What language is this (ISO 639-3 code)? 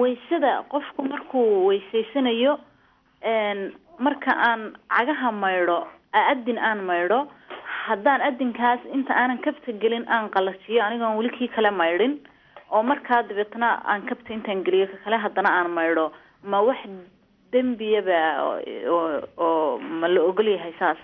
som